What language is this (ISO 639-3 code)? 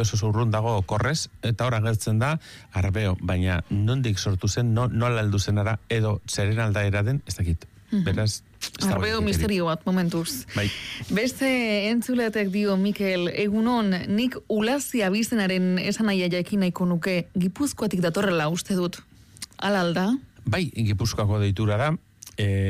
eus